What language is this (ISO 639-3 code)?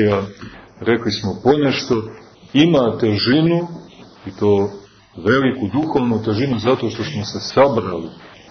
srp